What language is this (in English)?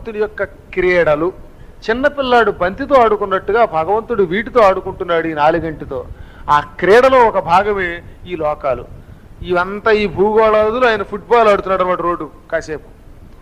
Telugu